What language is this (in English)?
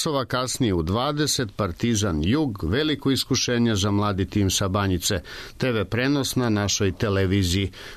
Serbian